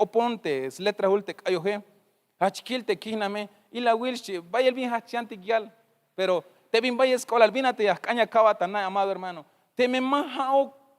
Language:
Tzeltal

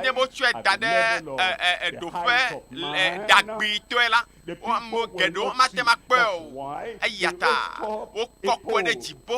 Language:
Ewe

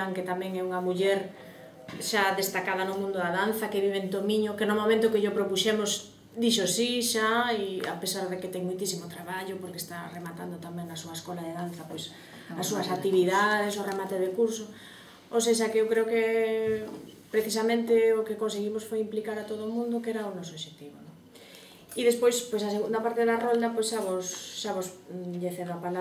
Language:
Galician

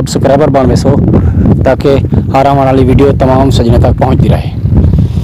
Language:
Saraiki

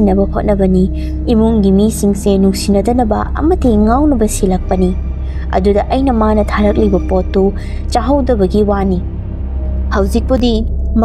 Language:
Manipuri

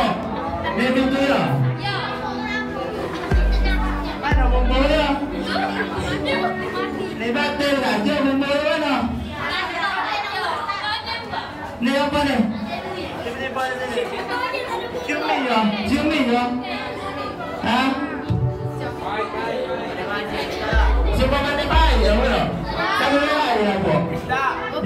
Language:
Malay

